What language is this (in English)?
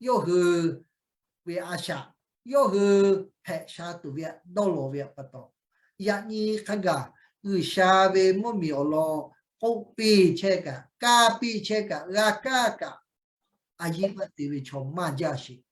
Lahu